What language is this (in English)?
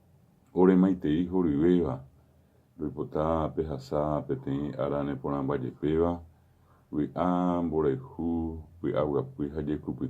Guarani